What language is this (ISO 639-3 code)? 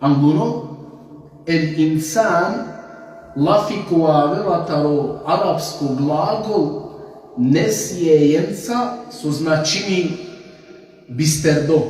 rmn